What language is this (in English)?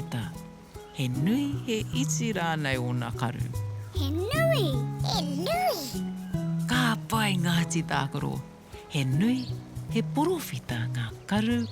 Māori